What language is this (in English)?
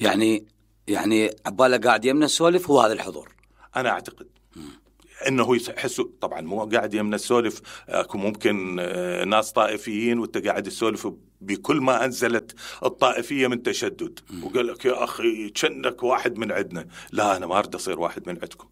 Mesopotamian Arabic